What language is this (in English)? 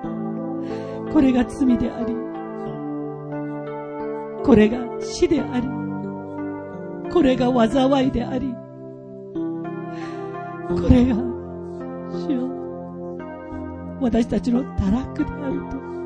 Japanese